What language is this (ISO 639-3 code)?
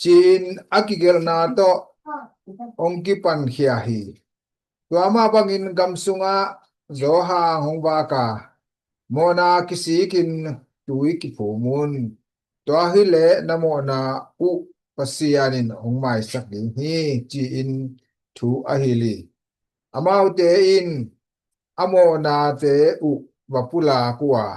ctd